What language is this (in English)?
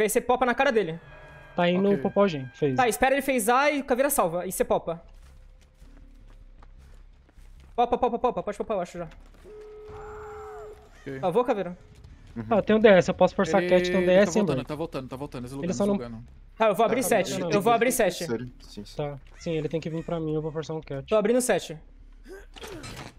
Portuguese